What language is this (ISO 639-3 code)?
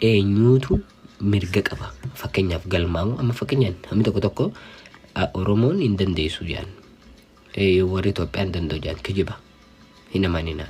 orm